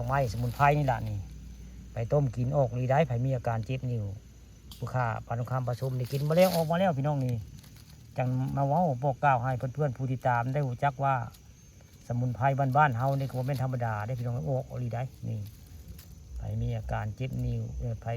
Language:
Northeastern Thai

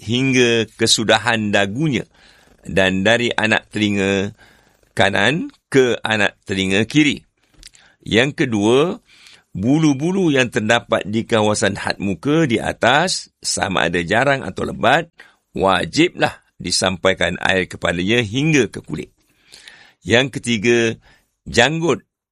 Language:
Malay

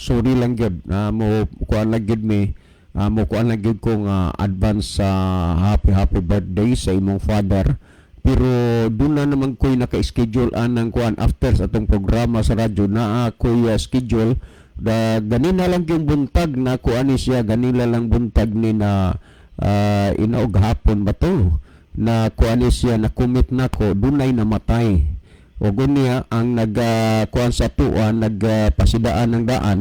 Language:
Cebuano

